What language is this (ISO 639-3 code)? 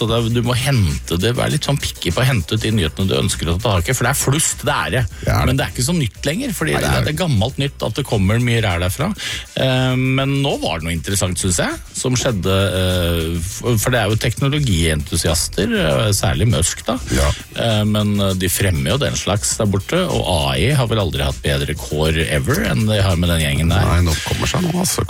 nor